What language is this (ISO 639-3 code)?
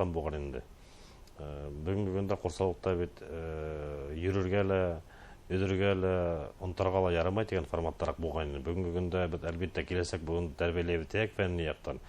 bak